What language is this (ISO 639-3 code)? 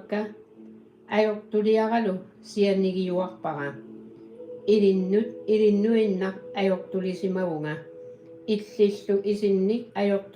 kal